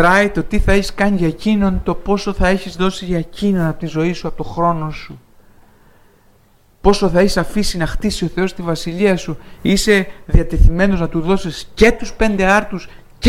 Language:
Greek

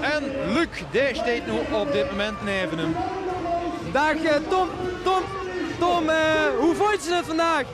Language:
Limburgish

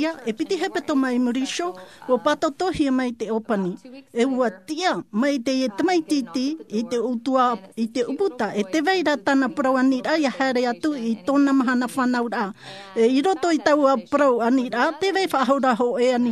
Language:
Tahitian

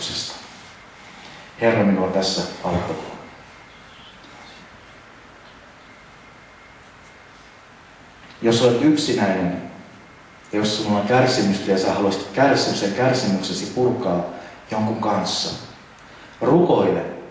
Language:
Finnish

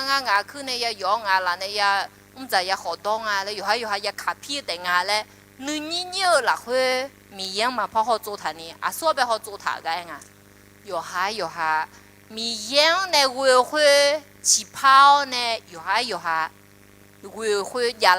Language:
Akha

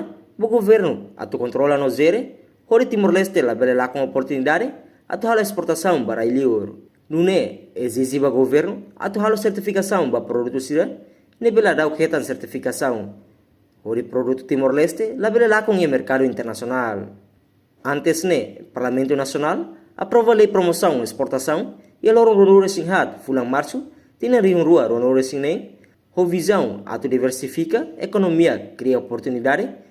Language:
Tetum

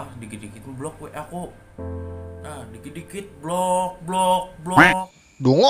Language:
Banjar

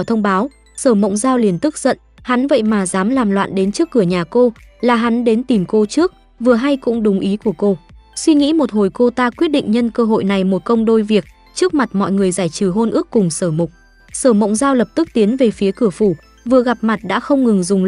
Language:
Vietnamese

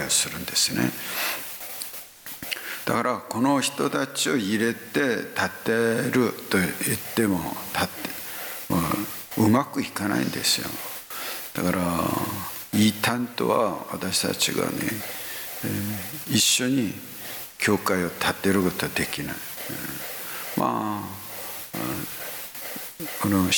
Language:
Japanese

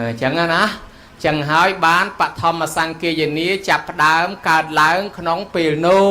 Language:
Khmer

